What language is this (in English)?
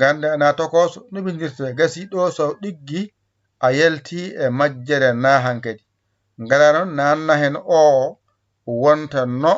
Fula